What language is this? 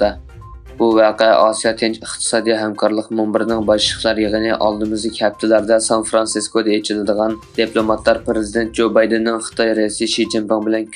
Uyghur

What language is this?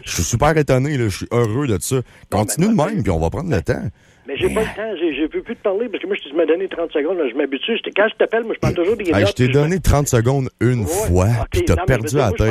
French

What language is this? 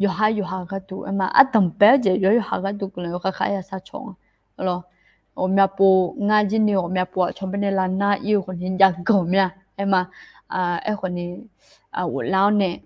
Akha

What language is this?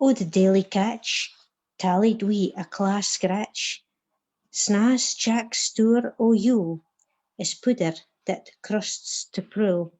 Scots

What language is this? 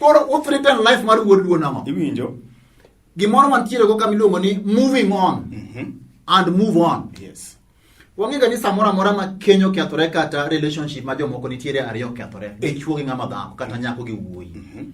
Luo (Kenya and Tanzania)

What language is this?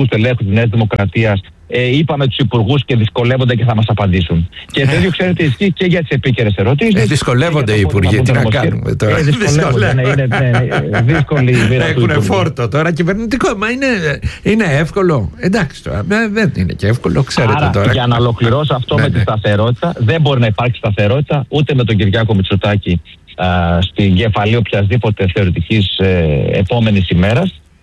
Greek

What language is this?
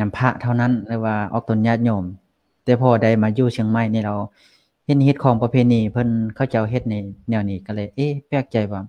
Lao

